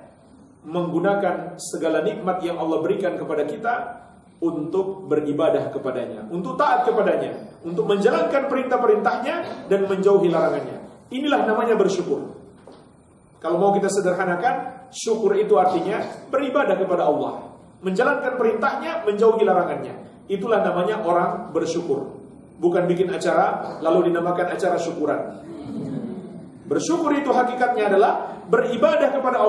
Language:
Indonesian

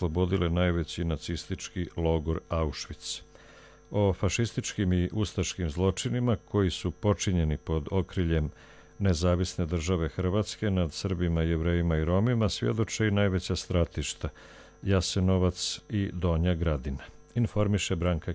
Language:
Croatian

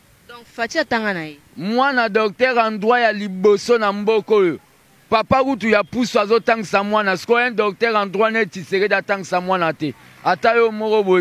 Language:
Lingala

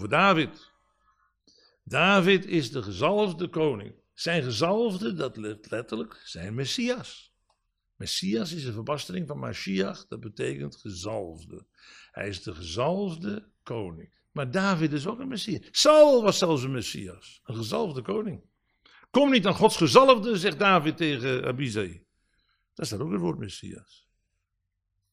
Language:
Dutch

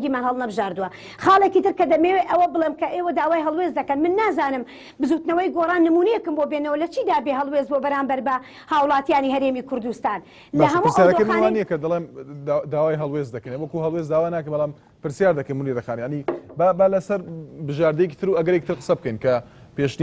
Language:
Central Kurdish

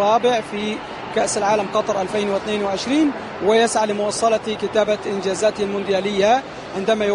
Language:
Arabic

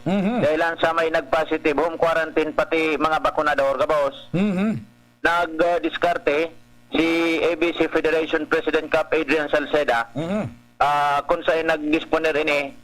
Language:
Bikol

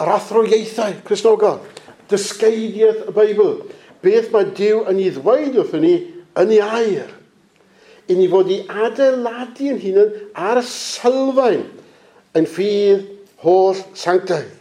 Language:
Welsh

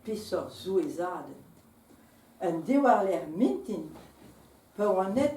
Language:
Breton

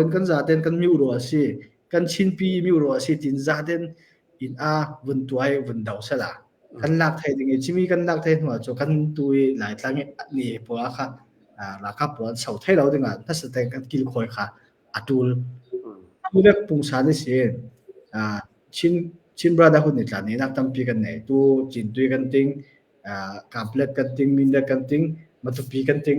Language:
Hakha Chin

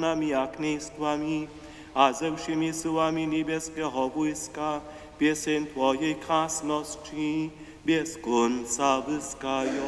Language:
Upper Sorbian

